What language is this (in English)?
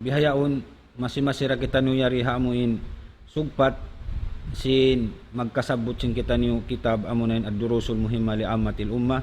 Tausug